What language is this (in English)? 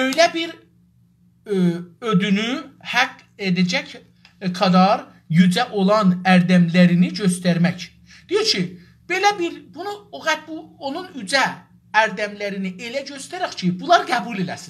South Azerbaijani